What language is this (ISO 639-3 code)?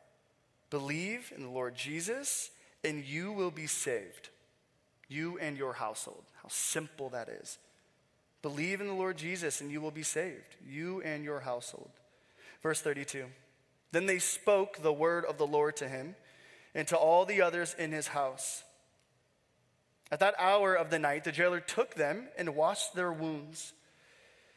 eng